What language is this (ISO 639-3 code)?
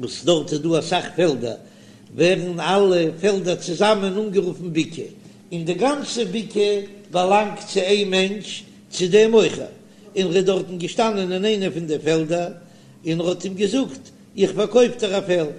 yid